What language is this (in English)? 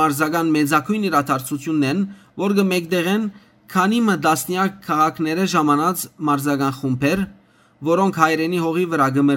Western Armenian